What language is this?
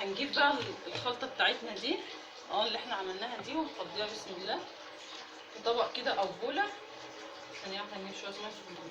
Egyptian Arabic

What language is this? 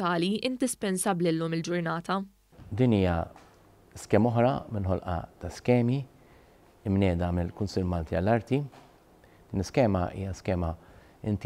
Maltese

